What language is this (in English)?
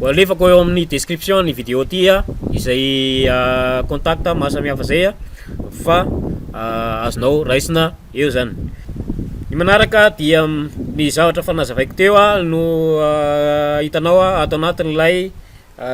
Malagasy